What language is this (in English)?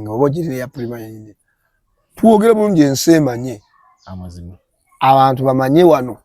Ganda